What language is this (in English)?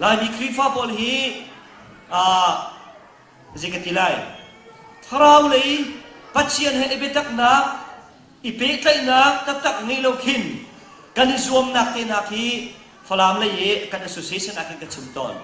Hakha Chin